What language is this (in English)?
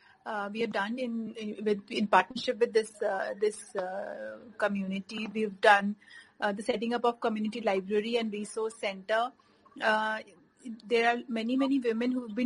English